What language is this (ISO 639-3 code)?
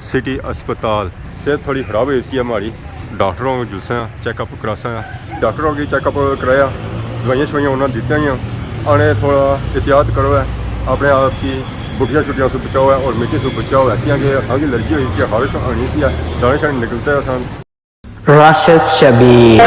phr